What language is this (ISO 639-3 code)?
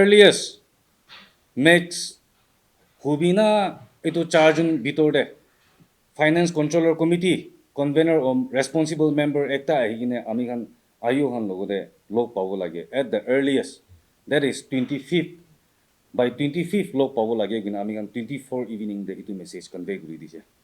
nag